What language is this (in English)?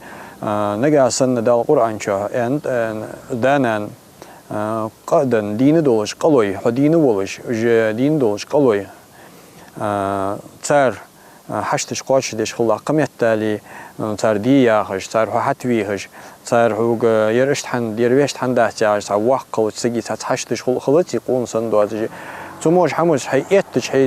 Ingush